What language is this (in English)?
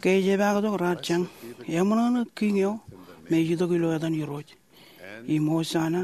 Marshallese